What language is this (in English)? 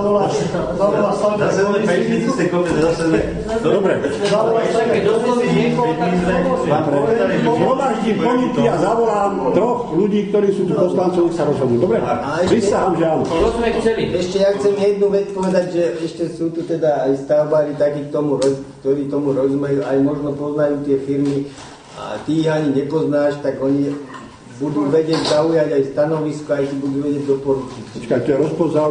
Slovak